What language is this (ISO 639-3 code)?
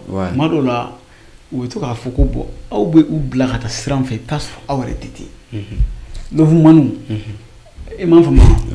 bam